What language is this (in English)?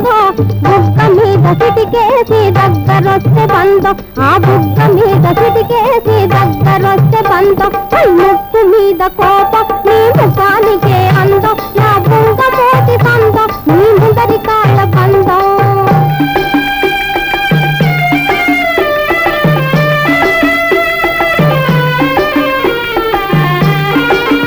Telugu